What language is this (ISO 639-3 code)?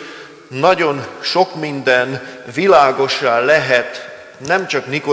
hun